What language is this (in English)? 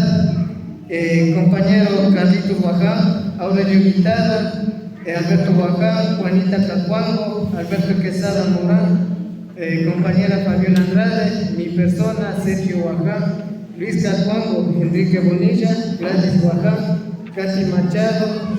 Imbabura Highland Quichua